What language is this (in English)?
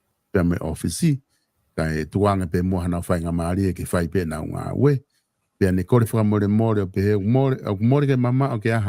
Tongan